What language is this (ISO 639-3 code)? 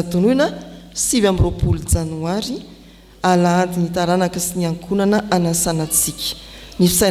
mlg